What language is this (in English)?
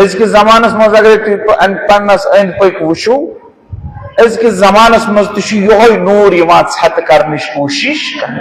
Kashmiri